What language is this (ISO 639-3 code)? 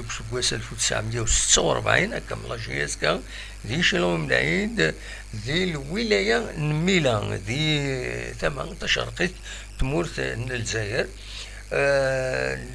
kab